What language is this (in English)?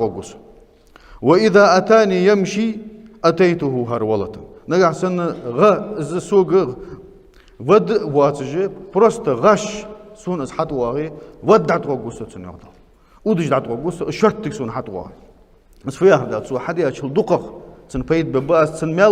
Ingush